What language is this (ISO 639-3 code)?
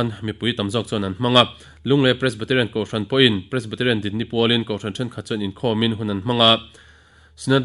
lus